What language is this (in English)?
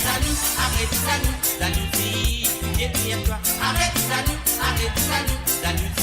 Morisyen